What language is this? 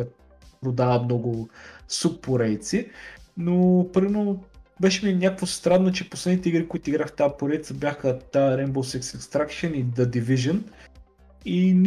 Bulgarian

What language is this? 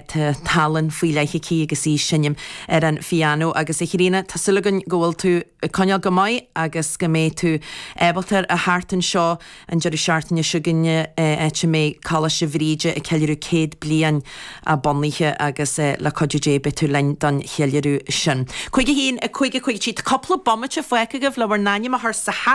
Irish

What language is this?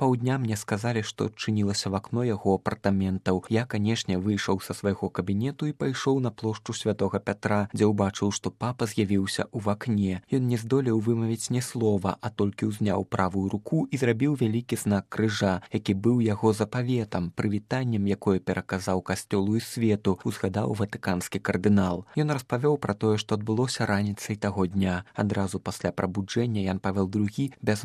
Belarusian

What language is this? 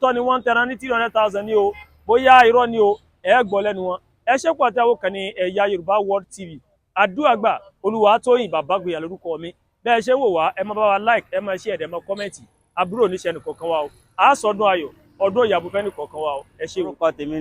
Yoruba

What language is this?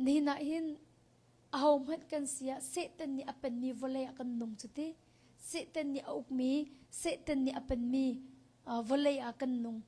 Hakha Chin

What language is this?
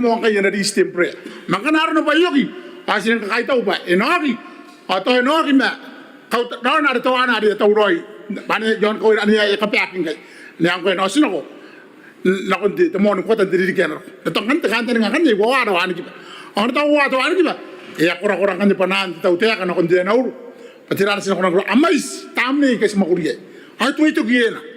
Gilbertese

